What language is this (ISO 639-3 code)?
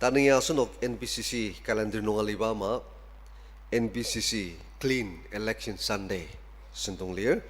njo